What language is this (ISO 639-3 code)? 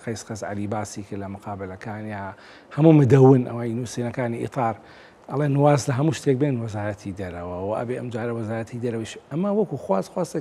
ckb